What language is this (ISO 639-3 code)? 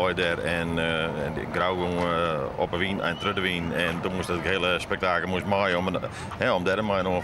fry